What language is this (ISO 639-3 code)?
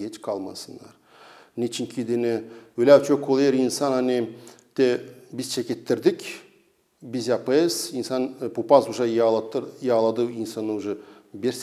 gag